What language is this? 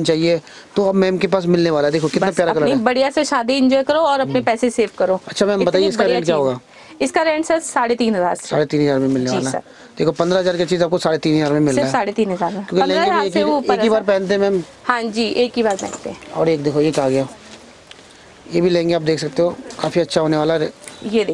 Hindi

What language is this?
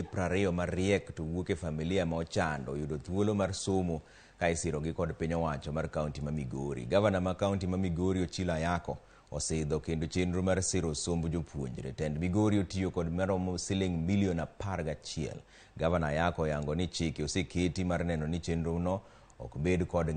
Luo (Kenya and Tanzania)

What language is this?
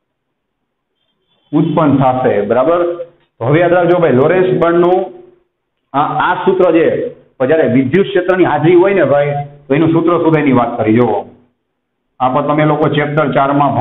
Gujarati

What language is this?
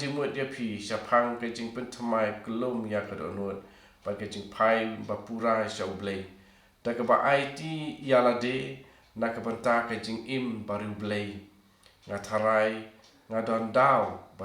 Khasi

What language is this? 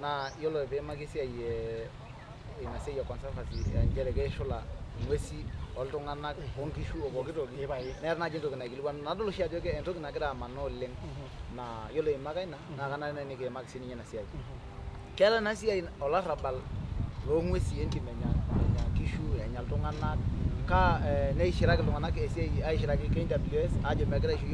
Masai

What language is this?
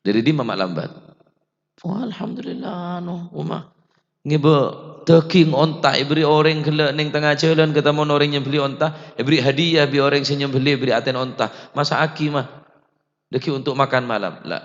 Madurese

